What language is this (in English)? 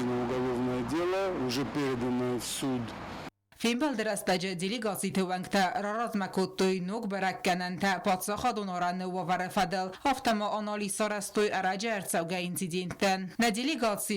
Ossetic